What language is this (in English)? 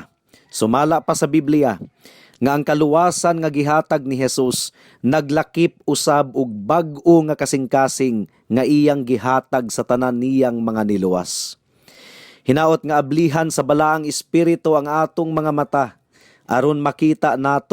Cebuano